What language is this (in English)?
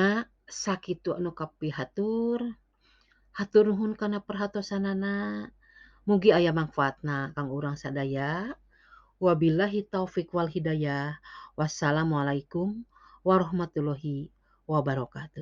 Sundanese